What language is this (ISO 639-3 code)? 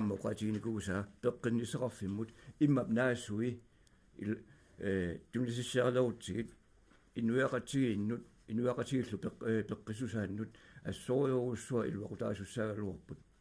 kal